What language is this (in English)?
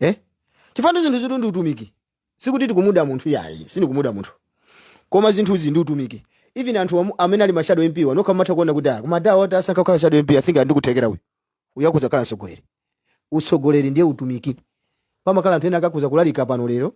Nyanja